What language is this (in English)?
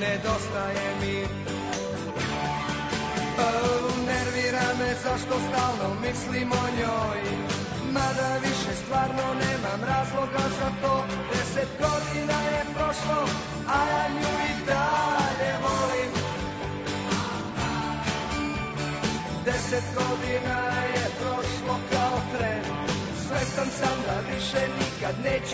Serbian